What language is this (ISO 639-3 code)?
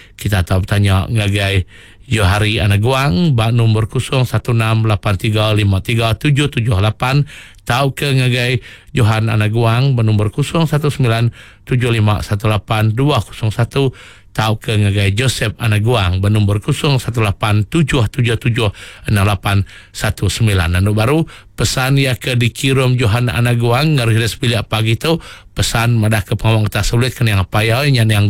iba